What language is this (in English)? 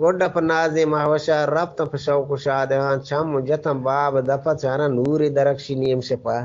Eastern Balochi